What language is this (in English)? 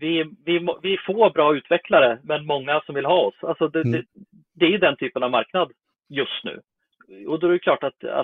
Swedish